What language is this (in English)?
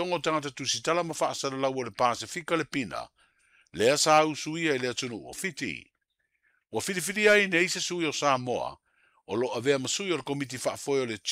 Samoan